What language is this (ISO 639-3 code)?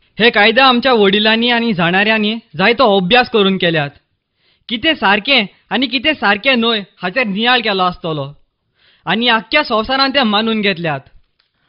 kok